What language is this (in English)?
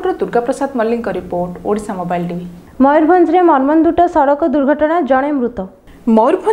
Odia